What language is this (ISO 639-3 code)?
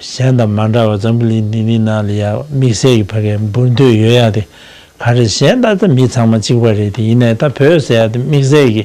bod